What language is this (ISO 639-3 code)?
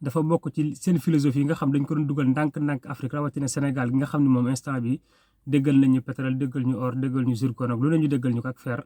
wol